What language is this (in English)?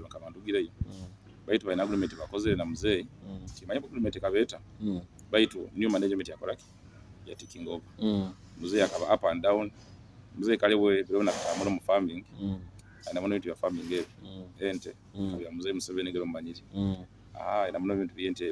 Nyoro